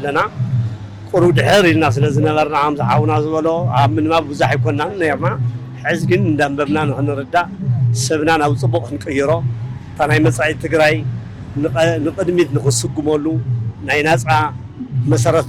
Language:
Tigrinya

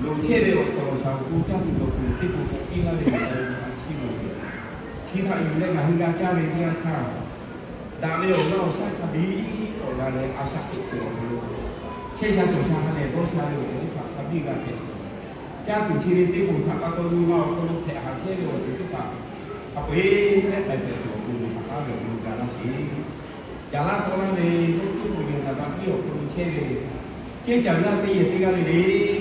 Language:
Lahu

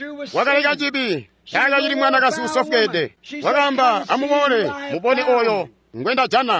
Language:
Tonga (Zambia)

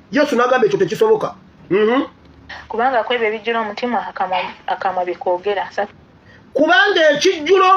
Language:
Ganda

